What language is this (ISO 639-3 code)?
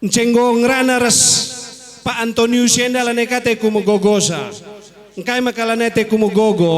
btx